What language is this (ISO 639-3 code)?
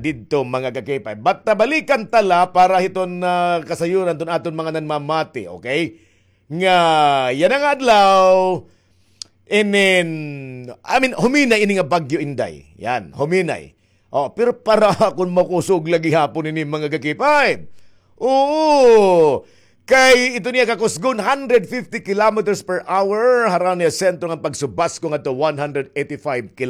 war